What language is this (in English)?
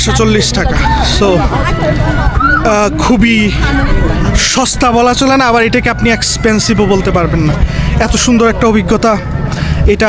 Bangla